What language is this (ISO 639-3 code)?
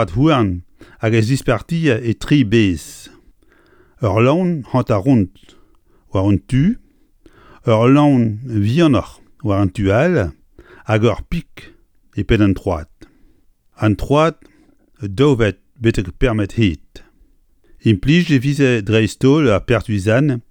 bre